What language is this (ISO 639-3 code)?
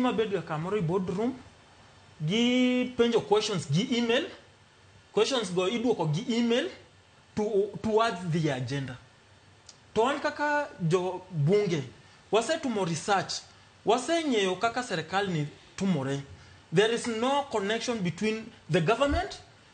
luo